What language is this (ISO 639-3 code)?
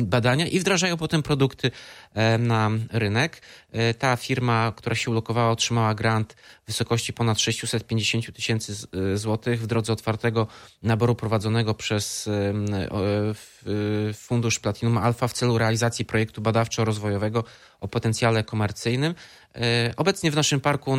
pol